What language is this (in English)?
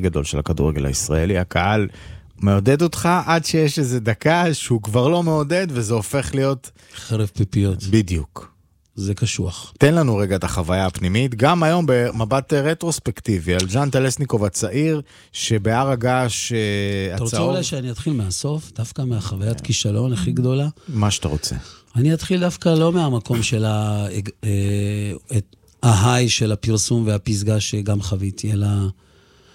Hebrew